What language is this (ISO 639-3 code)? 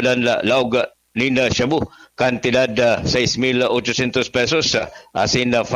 bik